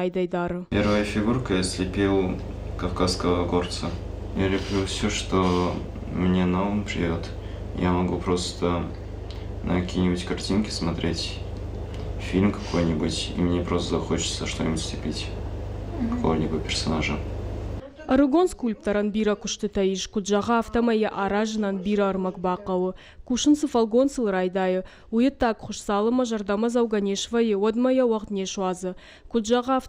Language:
Ossetic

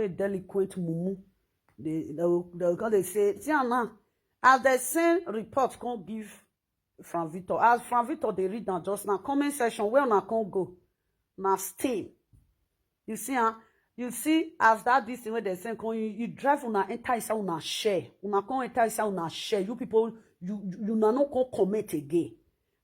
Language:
Nigerian Pidgin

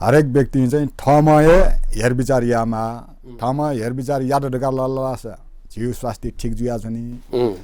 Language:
Newari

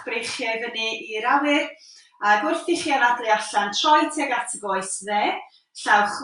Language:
Welsh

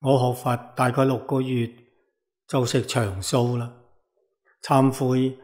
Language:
Cantonese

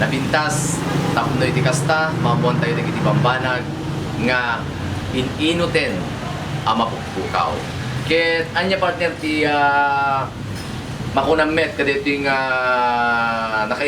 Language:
Iloko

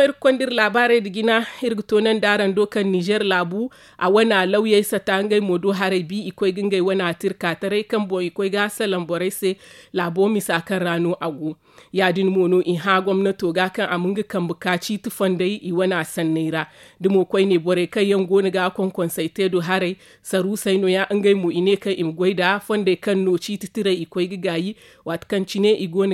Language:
Zarma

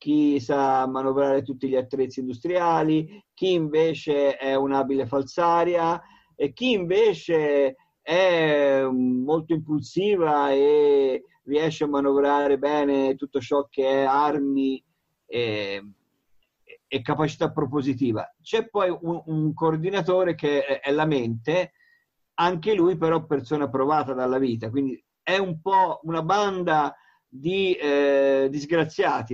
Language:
Italian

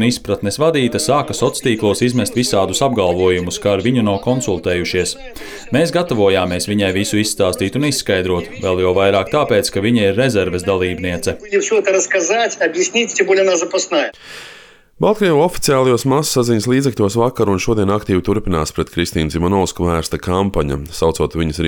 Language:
Latvian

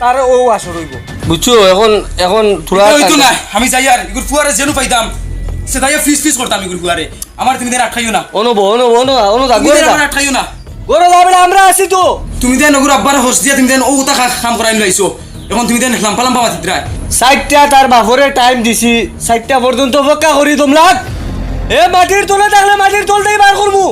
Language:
Sylheti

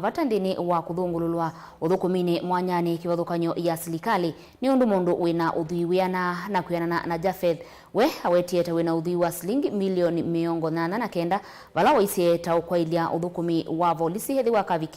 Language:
Kamba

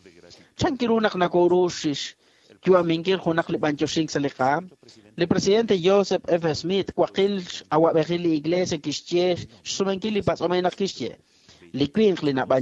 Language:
Kekchí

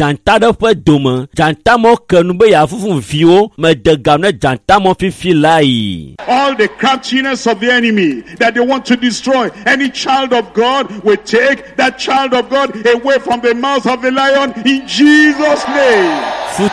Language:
Ewe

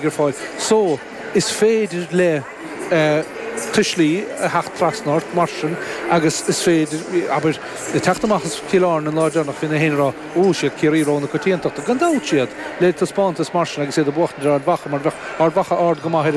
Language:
Irish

